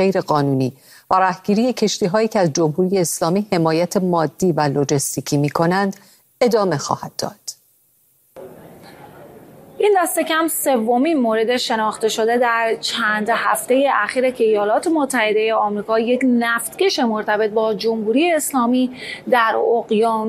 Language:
Persian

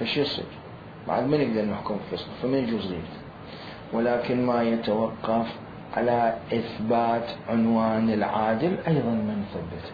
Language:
Mesopotamian Arabic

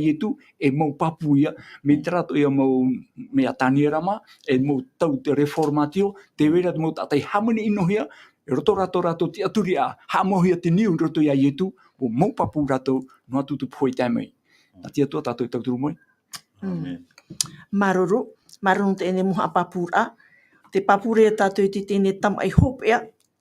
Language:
Tahitian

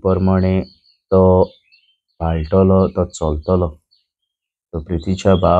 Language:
Konkani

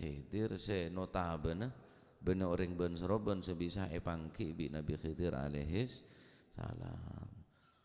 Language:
Madurese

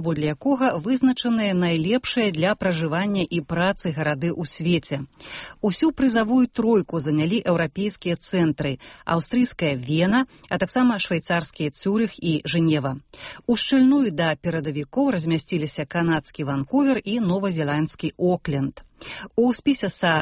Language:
Belarusian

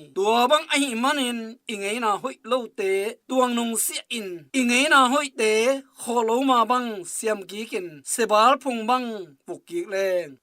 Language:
Tedim Chin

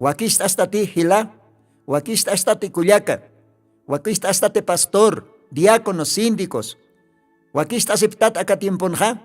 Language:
Aymara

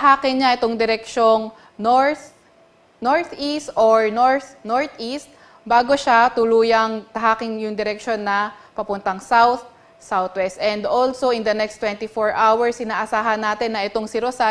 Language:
Filipino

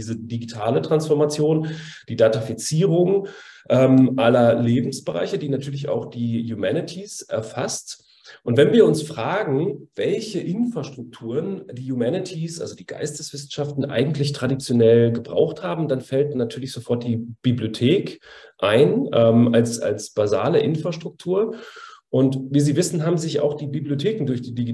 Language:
German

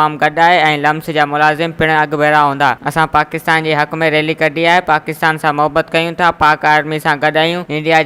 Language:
Sindhi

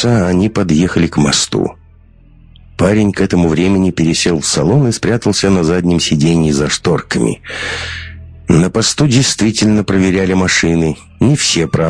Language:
Russian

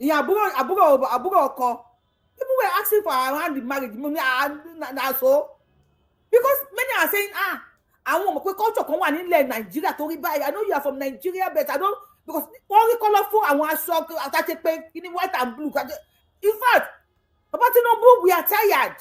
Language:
Yoruba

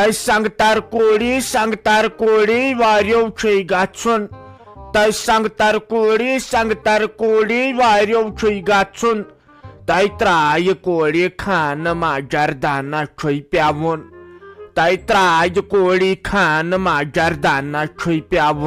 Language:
Kashmiri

